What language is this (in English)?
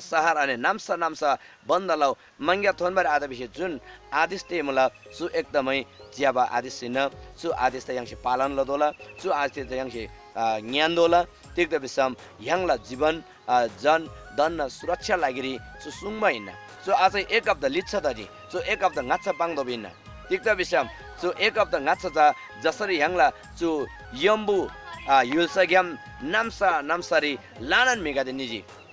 Eastern Tamang